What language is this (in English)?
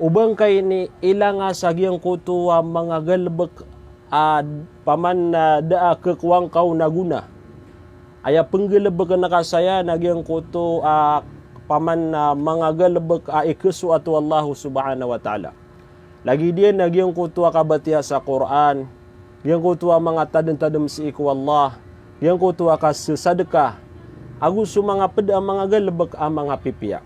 Maranao